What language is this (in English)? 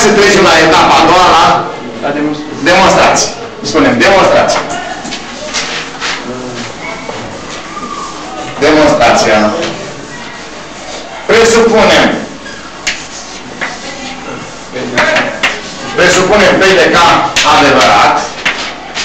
Romanian